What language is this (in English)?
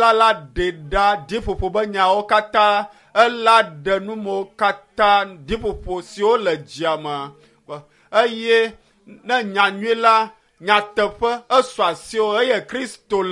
Ewe